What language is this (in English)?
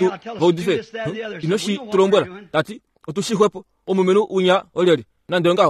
Kuanyama